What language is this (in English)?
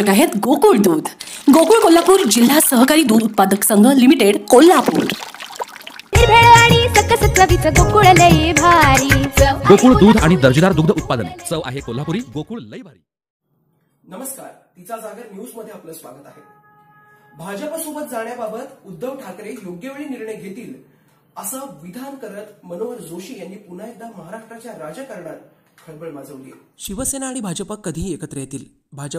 Marathi